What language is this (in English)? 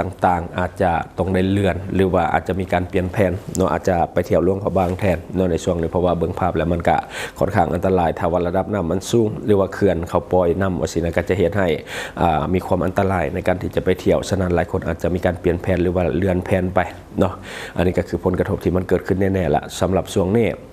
Lao